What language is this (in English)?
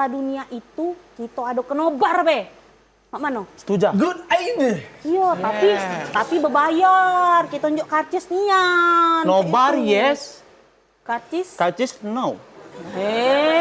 Musi